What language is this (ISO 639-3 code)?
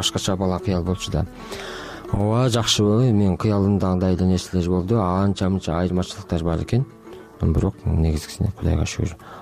kir